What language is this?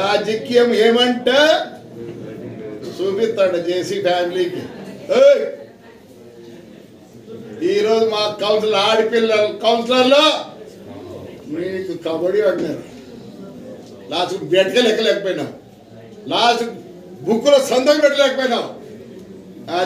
Telugu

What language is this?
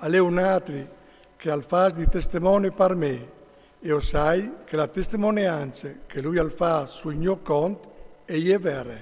Friulian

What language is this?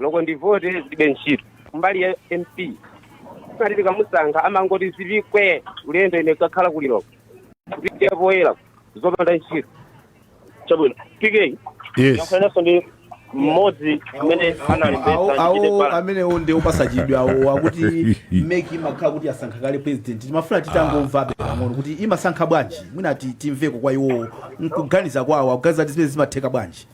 Nyanja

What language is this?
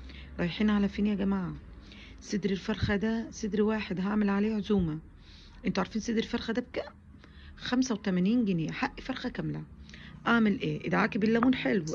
Egyptian Arabic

